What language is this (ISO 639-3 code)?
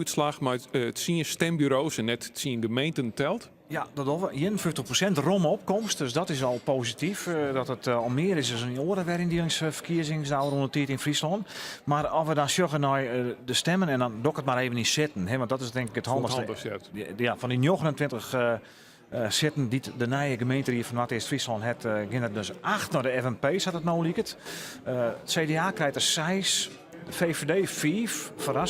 fry